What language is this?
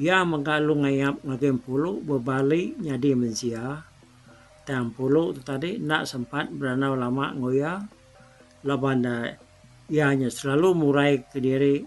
Iban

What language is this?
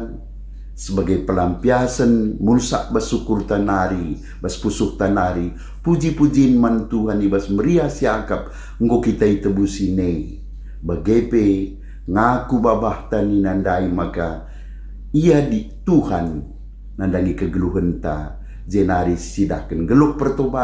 Batak Karo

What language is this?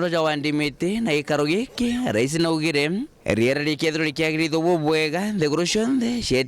Meru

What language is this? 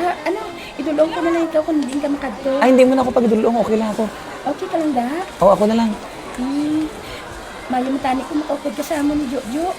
Hiligaynon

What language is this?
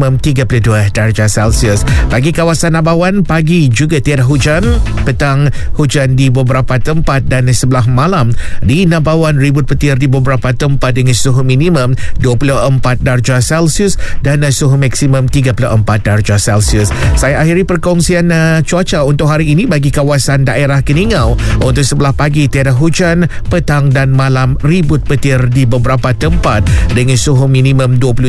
Malay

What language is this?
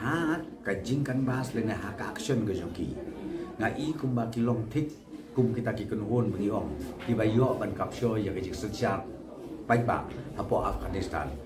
Khasi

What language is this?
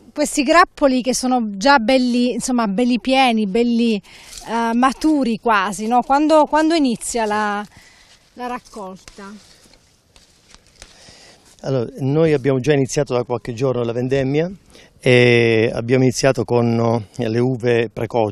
Italian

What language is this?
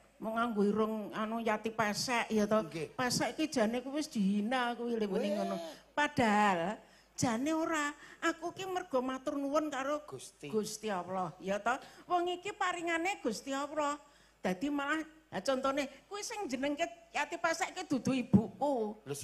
Javanese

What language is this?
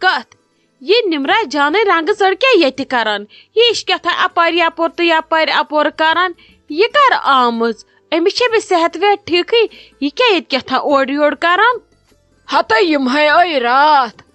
Kashmiri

